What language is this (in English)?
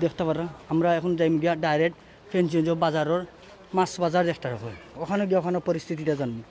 Sylheti